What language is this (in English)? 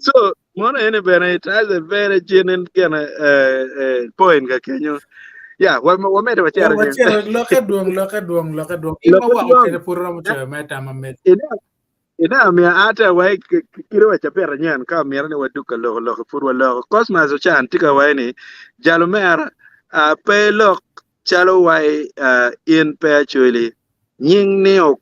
Acoli